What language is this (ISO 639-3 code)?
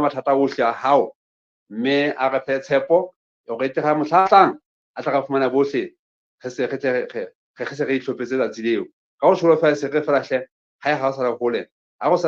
sot